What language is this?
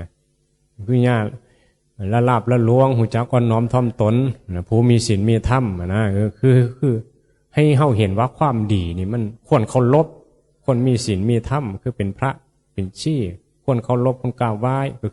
Northeastern Thai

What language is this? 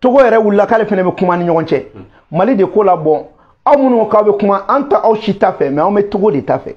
Bambara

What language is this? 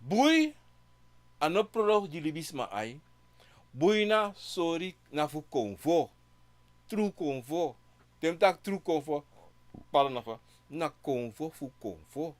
Sranan Tongo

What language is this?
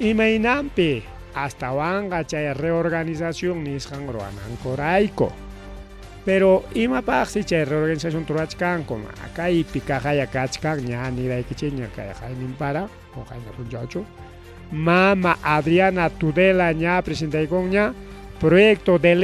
Ayacucho Quechua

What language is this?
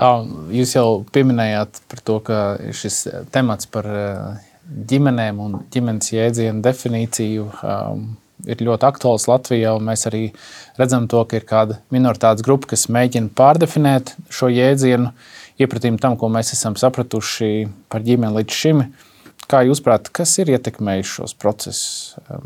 Latvian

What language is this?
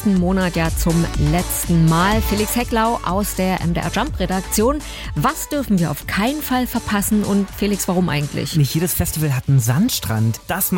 German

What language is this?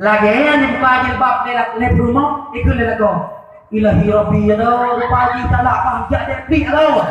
Achinese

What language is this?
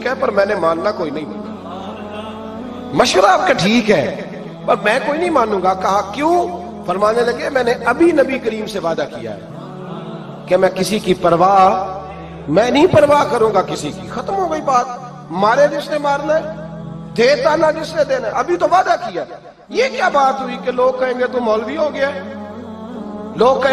Urdu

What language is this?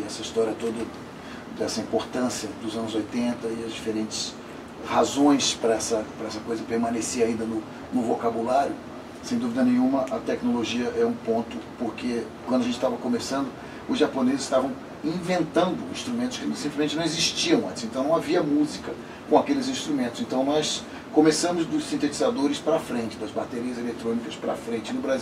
Portuguese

